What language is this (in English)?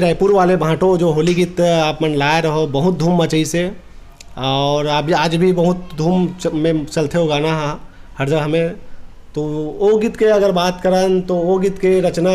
Chhattisgarhi